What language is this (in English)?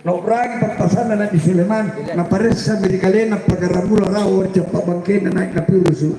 Makasar